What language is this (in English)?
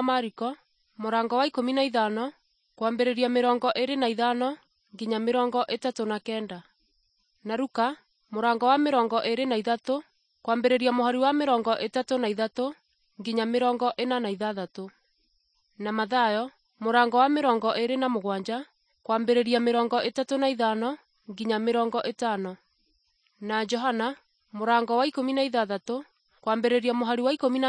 Kikuyu